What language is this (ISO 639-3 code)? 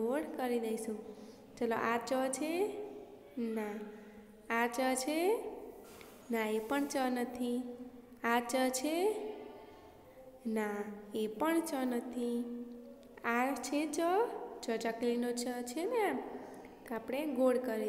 guj